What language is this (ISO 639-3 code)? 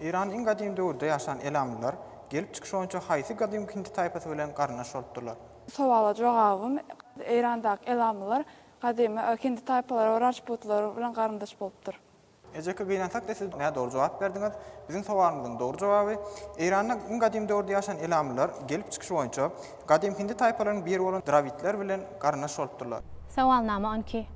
tuk